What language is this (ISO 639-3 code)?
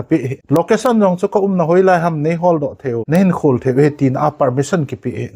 tcz